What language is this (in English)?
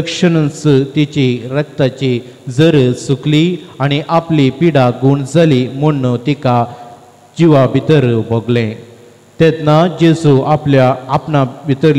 Konkani